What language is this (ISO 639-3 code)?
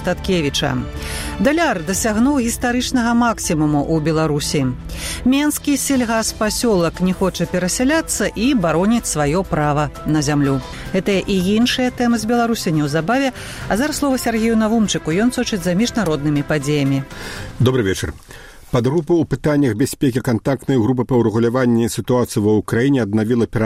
bel